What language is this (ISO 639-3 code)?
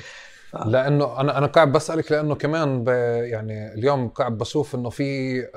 apc